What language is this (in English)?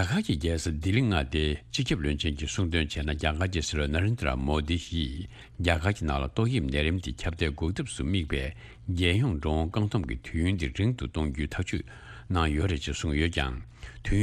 Tibetan